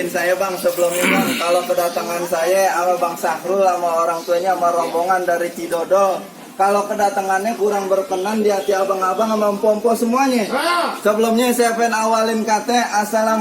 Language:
Betawi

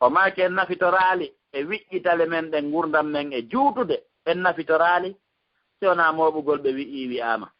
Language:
Fula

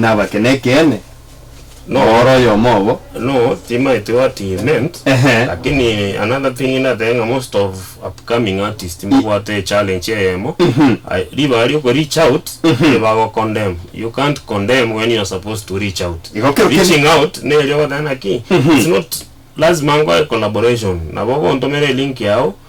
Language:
Gusii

